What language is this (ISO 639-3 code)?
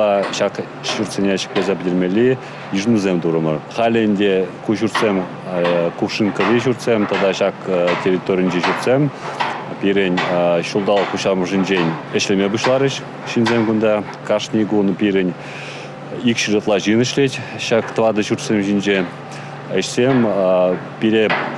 chv